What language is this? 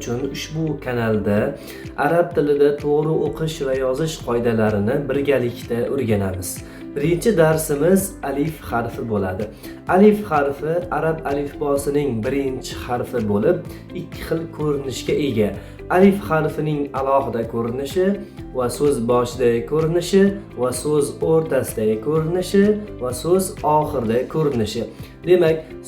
Uzbek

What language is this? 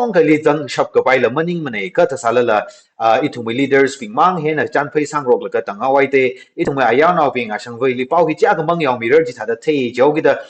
Tangkhul Naga (India)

